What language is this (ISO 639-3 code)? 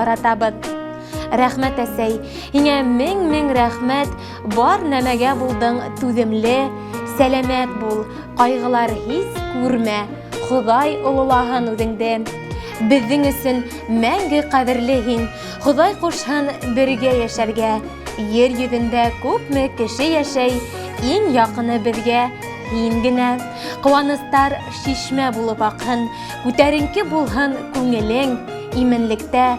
bak